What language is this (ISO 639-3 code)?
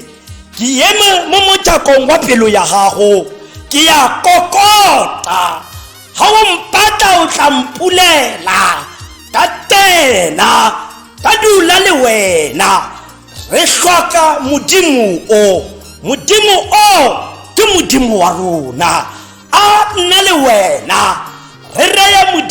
tsn